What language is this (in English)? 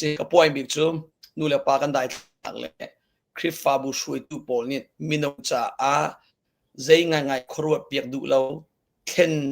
Hakha Chin